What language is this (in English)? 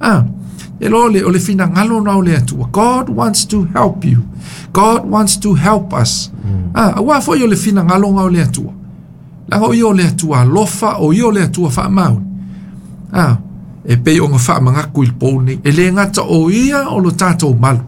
Samoan